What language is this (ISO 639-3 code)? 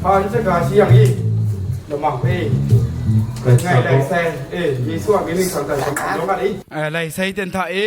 kac